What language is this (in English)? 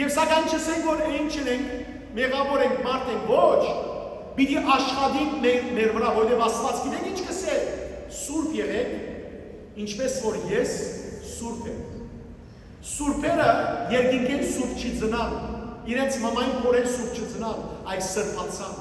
Western Armenian